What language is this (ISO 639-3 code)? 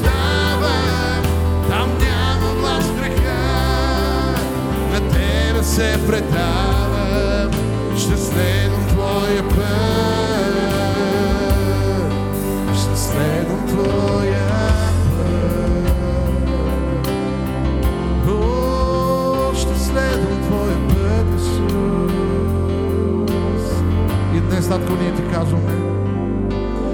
bul